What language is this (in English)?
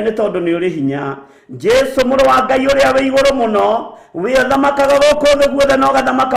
Kikuyu